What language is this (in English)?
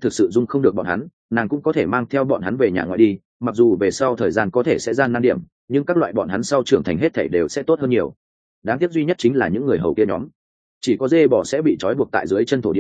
Vietnamese